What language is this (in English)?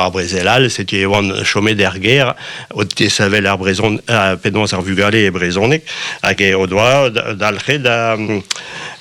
Breton